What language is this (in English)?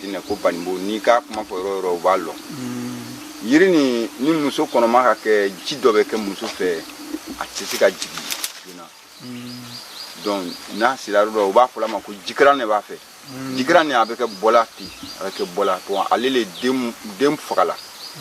Bambara